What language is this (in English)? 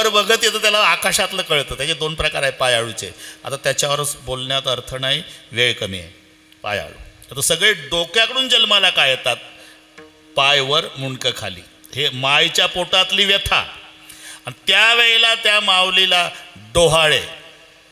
Marathi